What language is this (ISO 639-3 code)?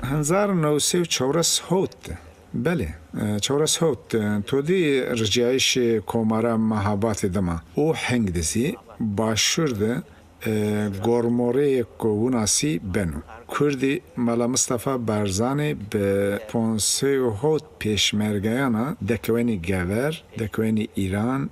zza